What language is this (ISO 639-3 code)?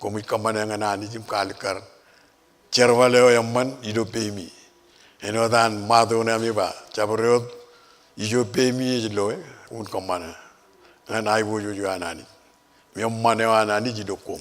mah